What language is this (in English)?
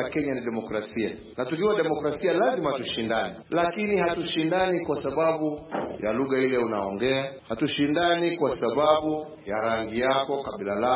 Swahili